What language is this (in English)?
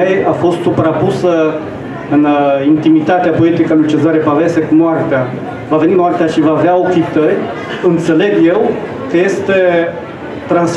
Romanian